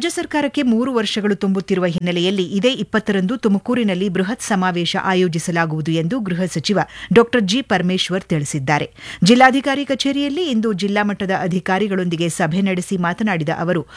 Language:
Kannada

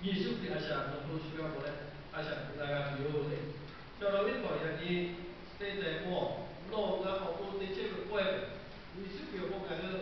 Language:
Lahu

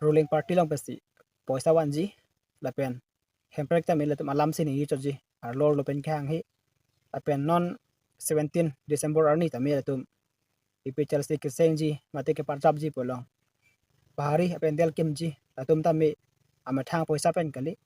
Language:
Karbi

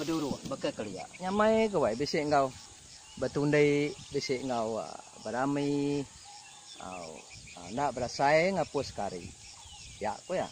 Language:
Iban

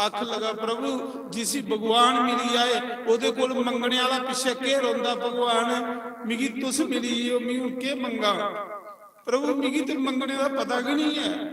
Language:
Dogri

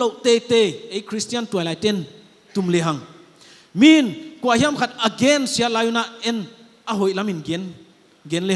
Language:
Paite Chin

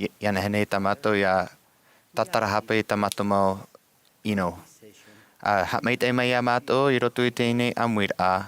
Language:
Tahitian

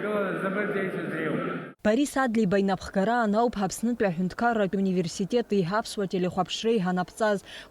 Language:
Abkhazian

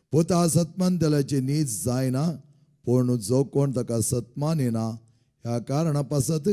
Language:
Konkani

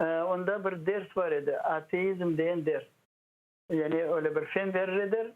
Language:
Crimean Tatar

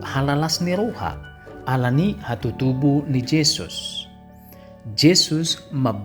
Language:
Batak Toba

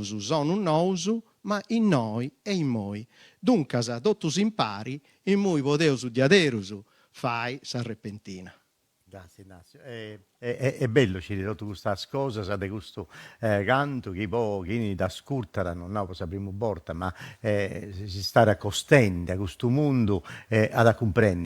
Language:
Sardinian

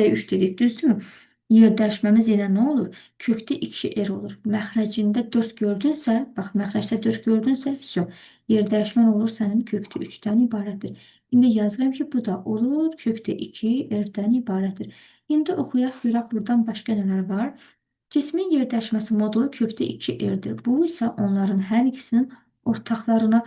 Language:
Azerbaijani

